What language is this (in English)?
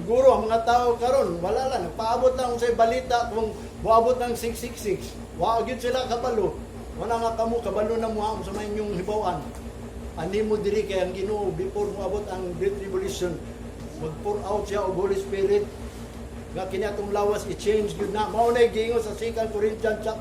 Cebuano